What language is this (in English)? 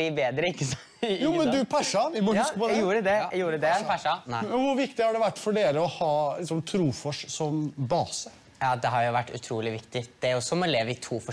Norwegian